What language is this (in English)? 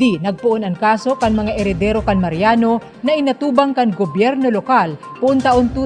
Bikol